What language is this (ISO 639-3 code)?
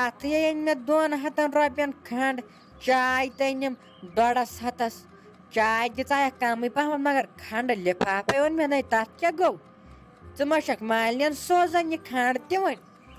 kas